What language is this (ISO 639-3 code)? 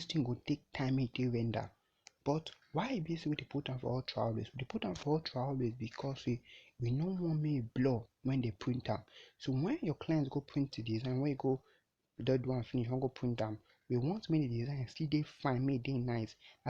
pcm